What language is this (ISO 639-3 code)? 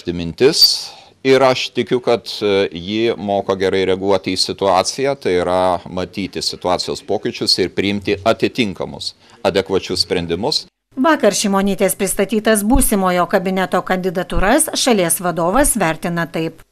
lit